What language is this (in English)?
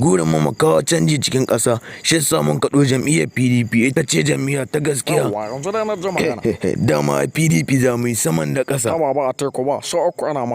Hausa